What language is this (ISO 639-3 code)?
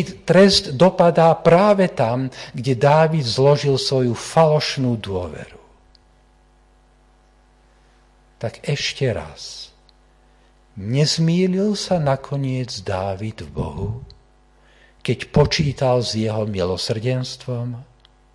slk